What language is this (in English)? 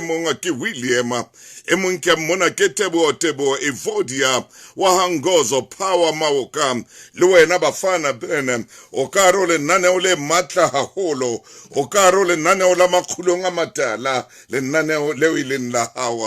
Southern Sotho